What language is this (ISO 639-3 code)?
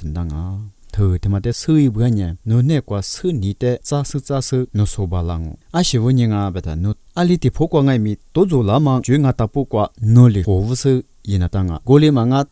lis